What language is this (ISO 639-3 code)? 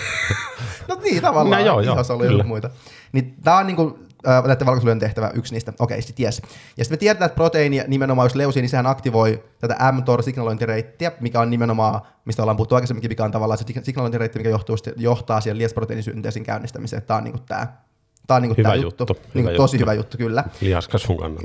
fin